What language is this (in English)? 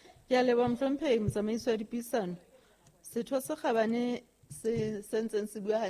Southern Sotho